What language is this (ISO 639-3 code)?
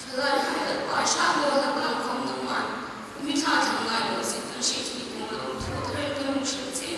hmr